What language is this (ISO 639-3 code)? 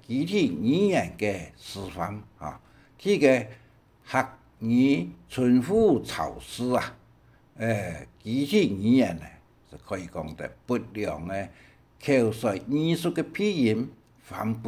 hak